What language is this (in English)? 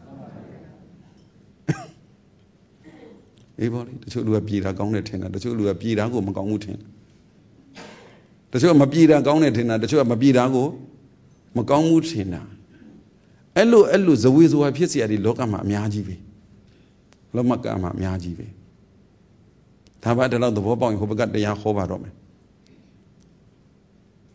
Burmese